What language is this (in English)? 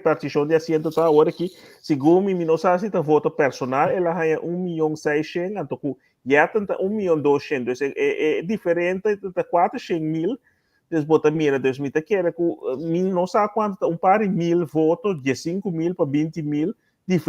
Papiamento